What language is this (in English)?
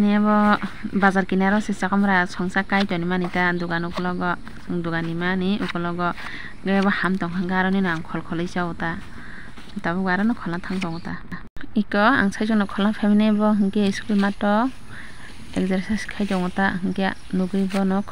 Kok Borok